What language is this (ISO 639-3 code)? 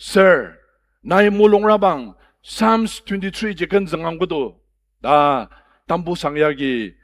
njo